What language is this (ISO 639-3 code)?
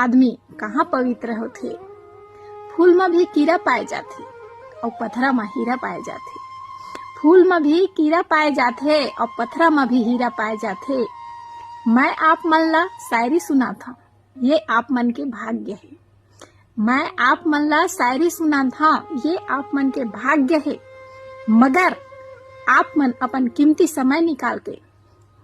hne